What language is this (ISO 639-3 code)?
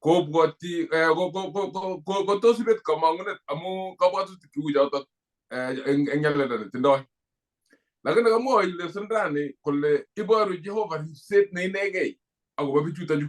kln